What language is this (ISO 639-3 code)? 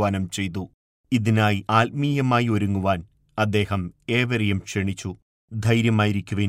mal